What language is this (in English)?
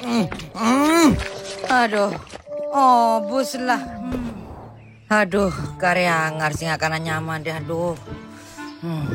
Madurese